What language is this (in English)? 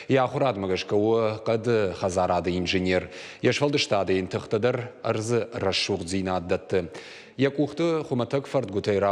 Ossetic